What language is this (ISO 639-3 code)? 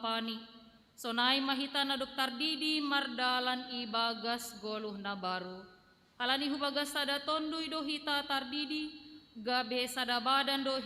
bts